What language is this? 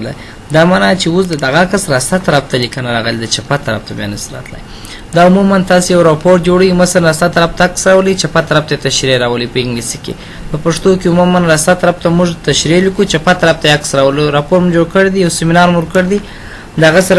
Pashto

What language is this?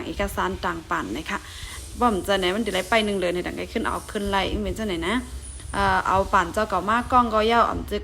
Shan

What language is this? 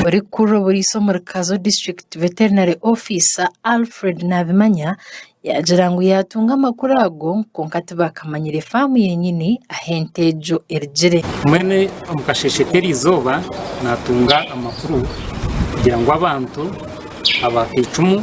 Nyankole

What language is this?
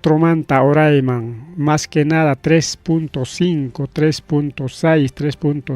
Ayacucho Quechua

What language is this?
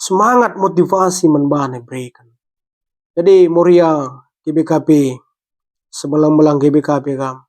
Batak Karo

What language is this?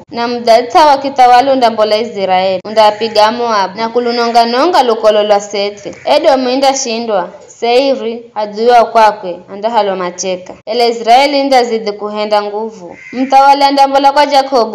Giryama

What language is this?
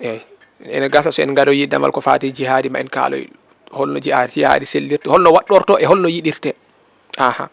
Fula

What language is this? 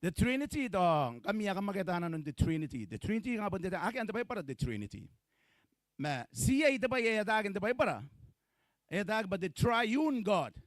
Gilbertese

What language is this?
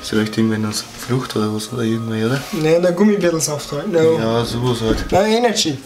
Bavarian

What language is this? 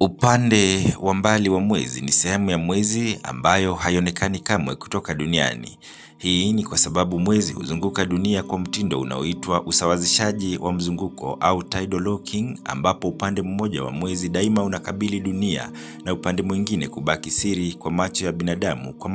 Swahili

